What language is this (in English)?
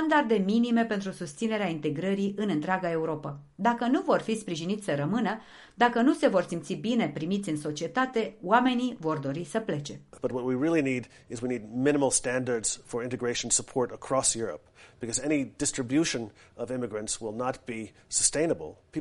Romanian